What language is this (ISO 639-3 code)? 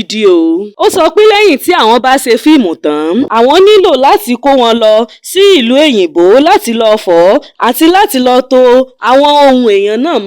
yor